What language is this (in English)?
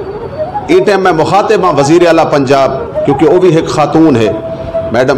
Saraiki